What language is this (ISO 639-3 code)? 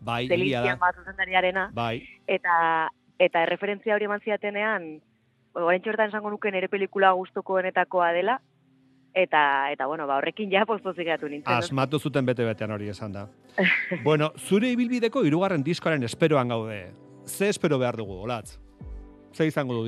eus